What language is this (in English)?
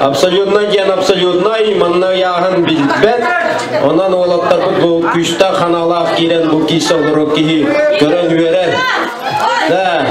Yakut